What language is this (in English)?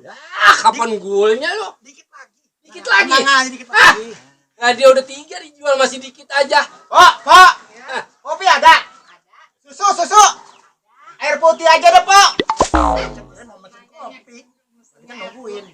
Betawi